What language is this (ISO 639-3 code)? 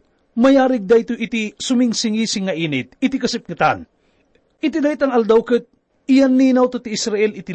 ilo